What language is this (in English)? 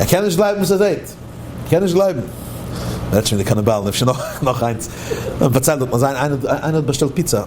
Yiddish